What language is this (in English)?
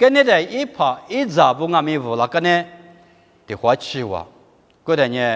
Lisu